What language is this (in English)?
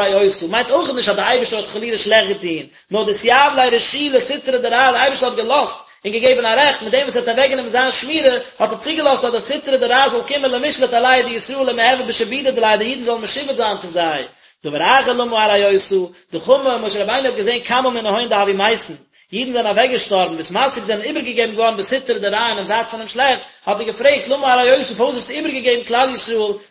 Yiddish